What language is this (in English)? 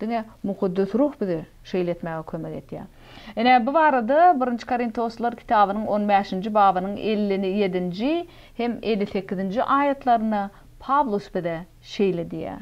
Turkmen